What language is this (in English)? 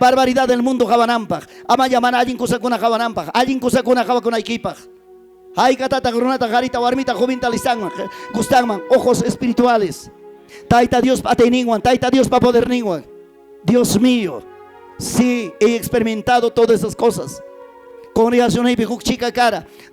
Ayacucho Quechua